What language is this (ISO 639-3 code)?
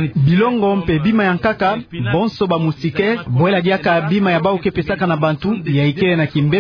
ktu